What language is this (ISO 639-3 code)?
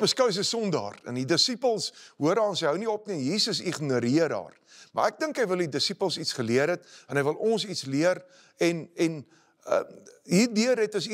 afr